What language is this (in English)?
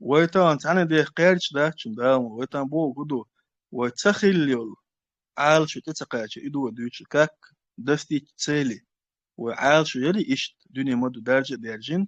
Chechen